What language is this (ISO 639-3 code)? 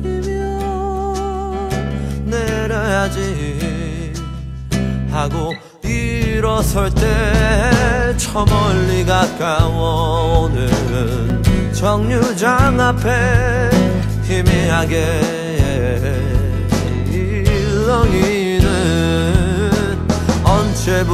kor